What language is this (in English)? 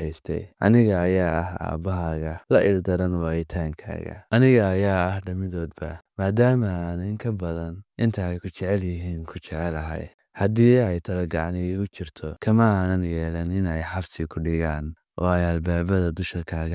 Somali